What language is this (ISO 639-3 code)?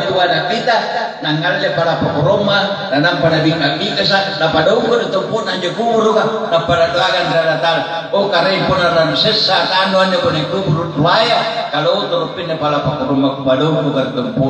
mak